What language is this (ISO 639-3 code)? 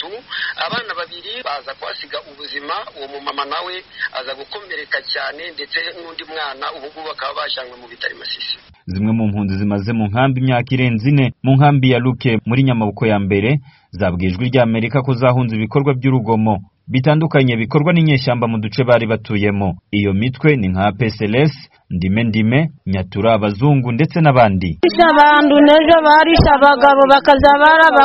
kin